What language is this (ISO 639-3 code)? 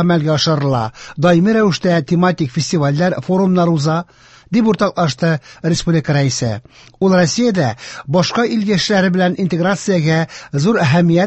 tat